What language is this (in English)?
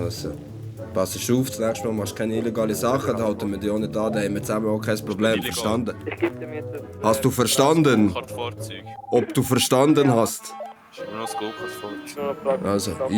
Swiss German